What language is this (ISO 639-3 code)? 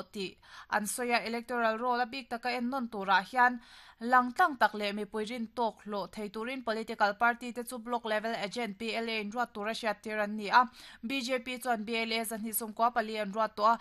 lus